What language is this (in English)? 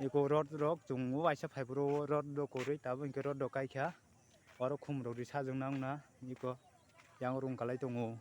Kok Borok